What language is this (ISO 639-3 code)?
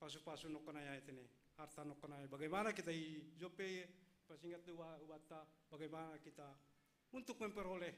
bts